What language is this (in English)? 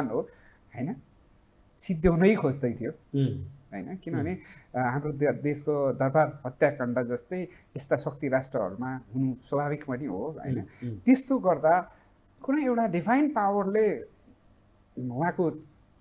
Nepali